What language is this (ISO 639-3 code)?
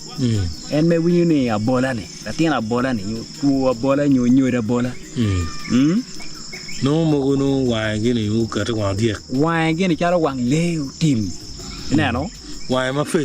ach